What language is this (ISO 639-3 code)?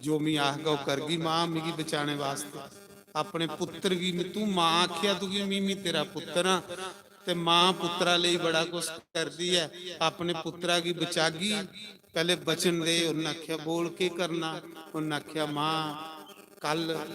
doi